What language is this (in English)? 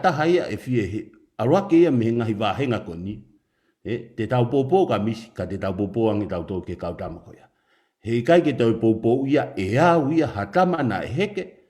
Tongan